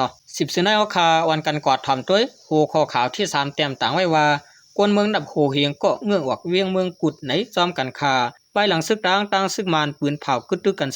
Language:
Shan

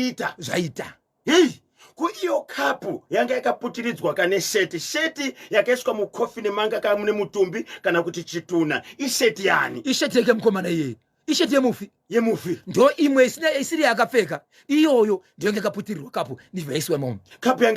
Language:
Shona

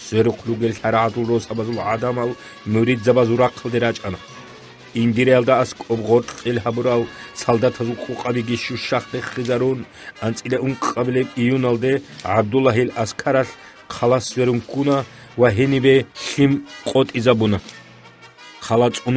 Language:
Avaric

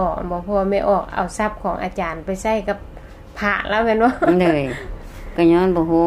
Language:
Lao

